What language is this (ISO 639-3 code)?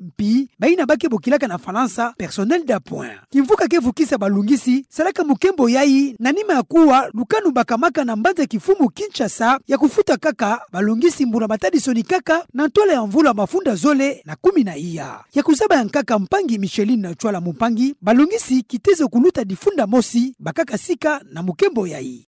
ktu